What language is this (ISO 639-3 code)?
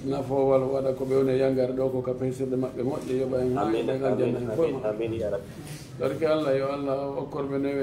ful